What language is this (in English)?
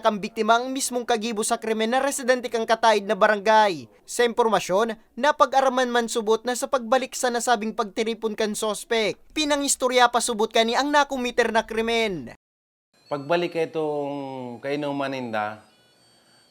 Bikol